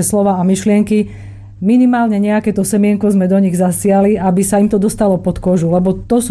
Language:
Slovak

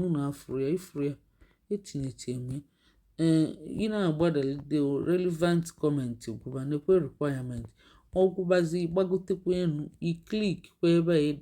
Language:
Igbo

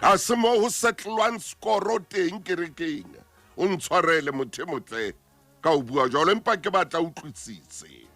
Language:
Southern Sotho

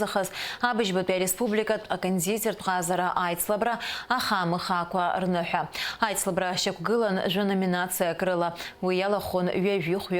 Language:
Abkhazian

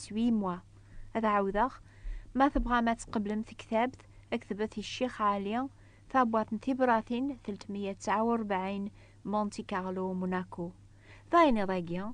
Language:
Kabyle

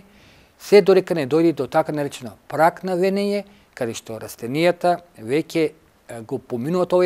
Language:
Macedonian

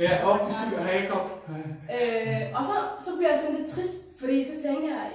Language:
Danish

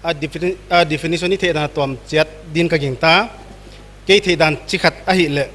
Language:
Paite Chin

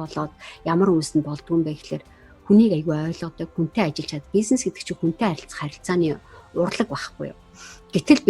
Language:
Mongolian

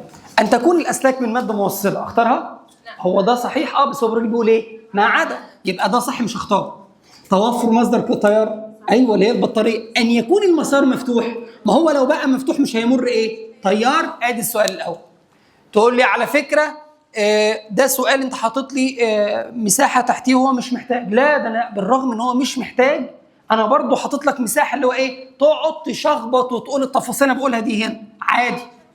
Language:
Egyptian Arabic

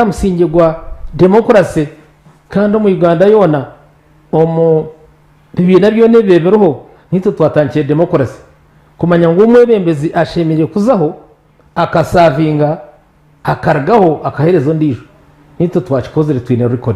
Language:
Nyankole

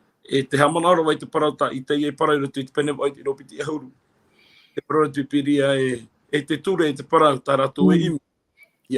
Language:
Tahitian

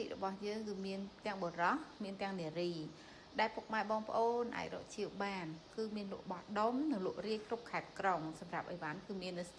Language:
Khmer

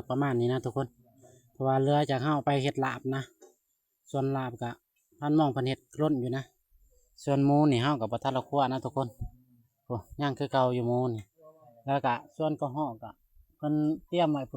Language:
Lao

